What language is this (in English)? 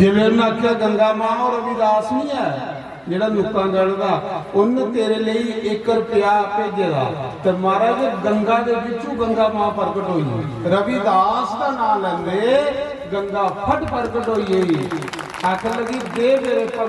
Dogri